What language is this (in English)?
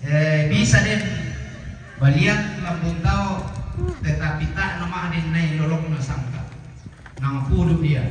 Toraja-Sa'dan